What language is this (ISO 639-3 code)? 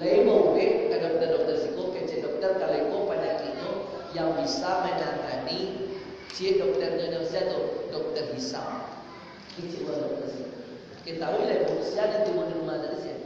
min